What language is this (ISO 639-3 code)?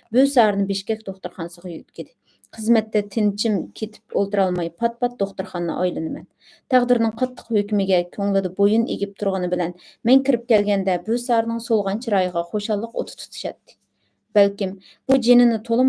uig